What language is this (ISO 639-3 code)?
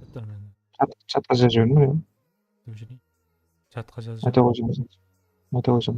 kaa